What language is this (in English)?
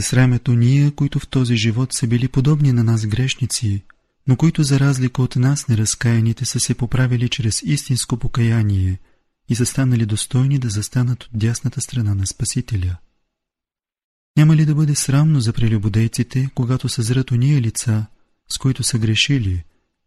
Bulgarian